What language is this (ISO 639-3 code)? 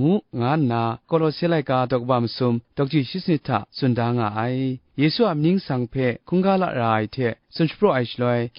kac